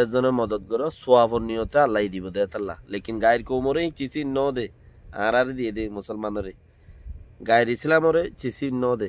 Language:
Rohingya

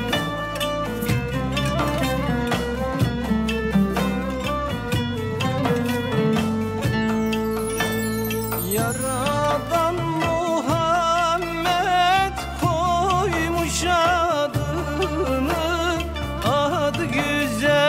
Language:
Turkish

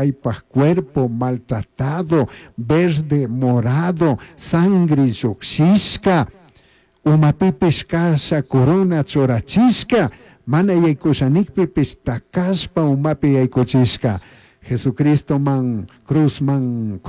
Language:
Chimborazo Highland Quichua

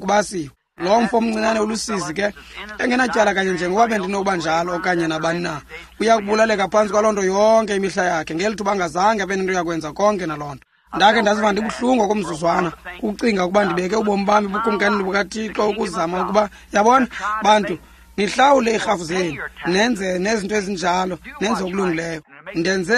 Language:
Xhosa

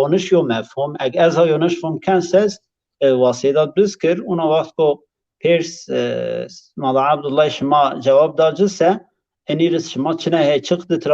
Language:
Zaza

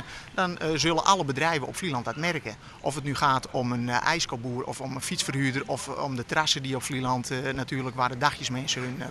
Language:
Western Frisian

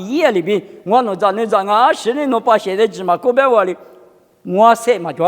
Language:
Lisu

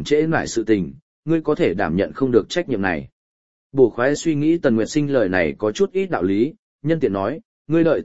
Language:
Vietnamese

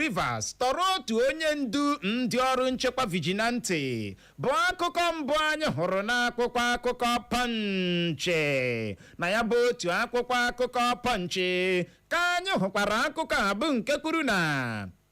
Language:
Igbo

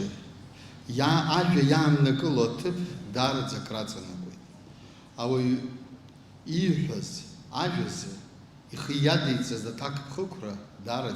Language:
Abkhazian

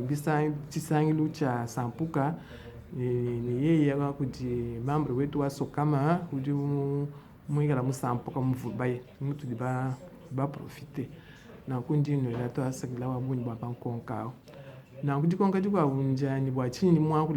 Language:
Luba-Lulua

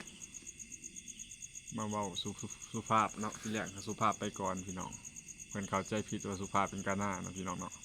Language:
Lao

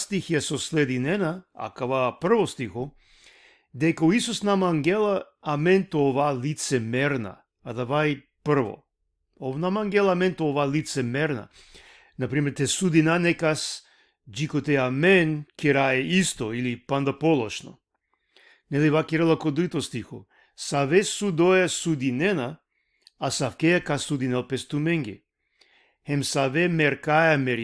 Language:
Balkan Romani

